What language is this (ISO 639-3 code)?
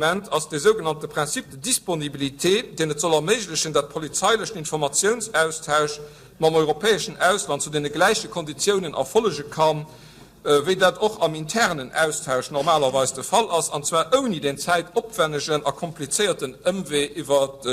ltz